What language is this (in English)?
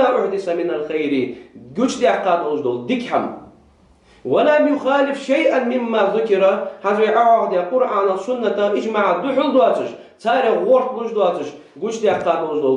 Ingush